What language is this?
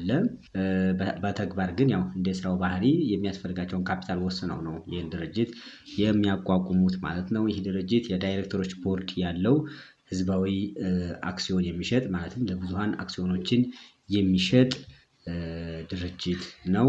Amharic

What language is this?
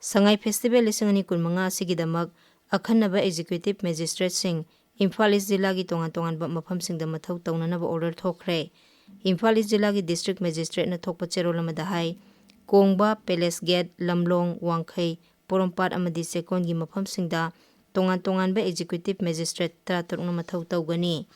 Manipuri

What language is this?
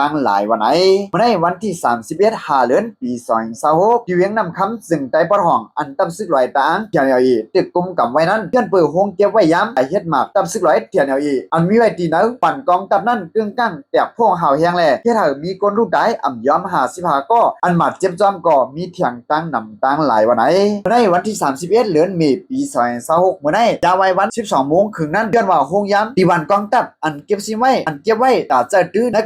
Shan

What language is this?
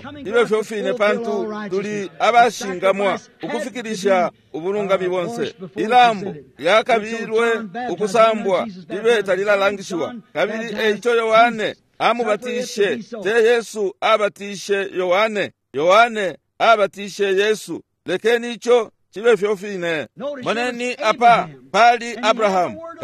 Bemba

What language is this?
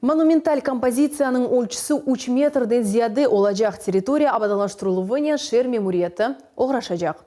Crimean Tatar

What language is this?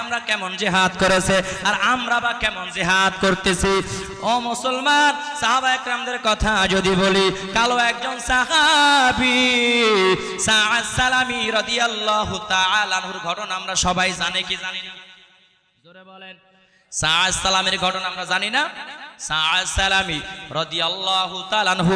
Bangla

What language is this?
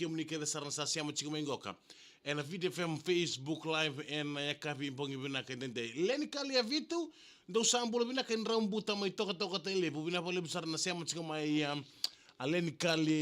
Fijian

